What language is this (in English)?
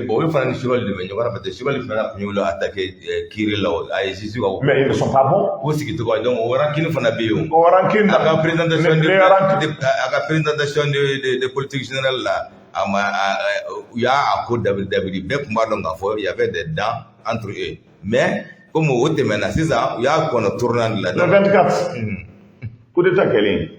Bambara